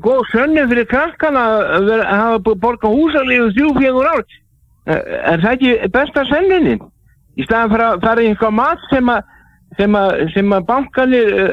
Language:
Icelandic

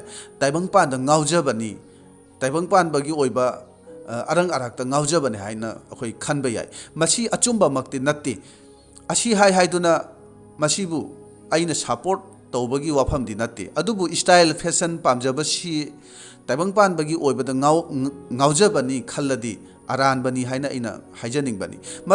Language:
Manipuri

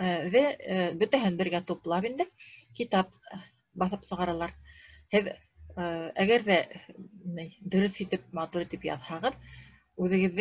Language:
Bashkir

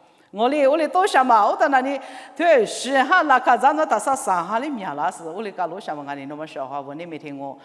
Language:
Lisu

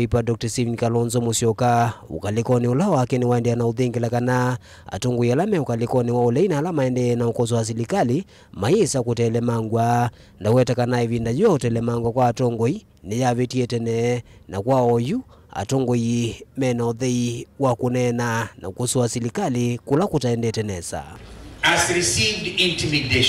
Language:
Kamba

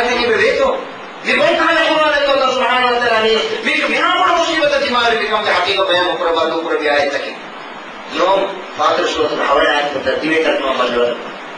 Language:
Divehi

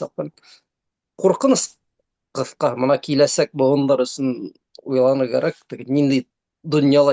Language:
Bashkir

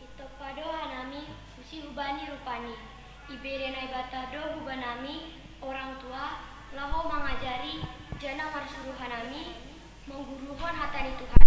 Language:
Batak Simalungun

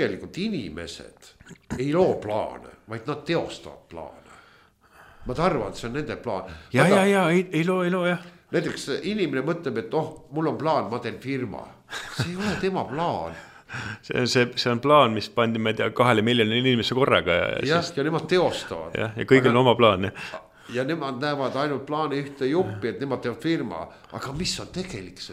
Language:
Estonian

